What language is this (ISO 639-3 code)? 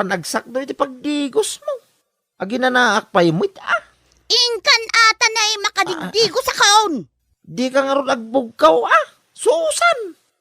ilo